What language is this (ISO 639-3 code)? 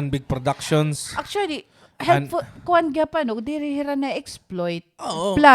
war